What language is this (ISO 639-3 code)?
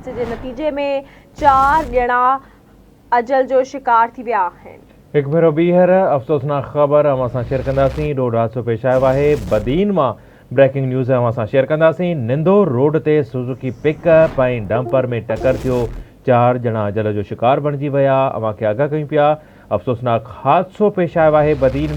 snd